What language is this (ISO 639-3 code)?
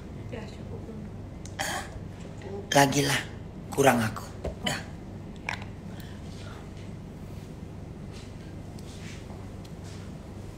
ind